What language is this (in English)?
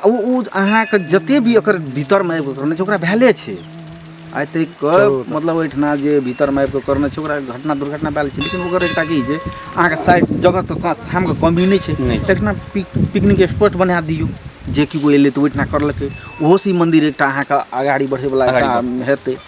Maithili